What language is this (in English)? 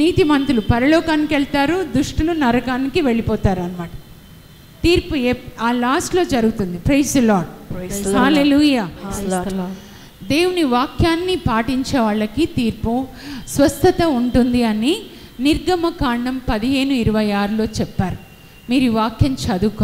Telugu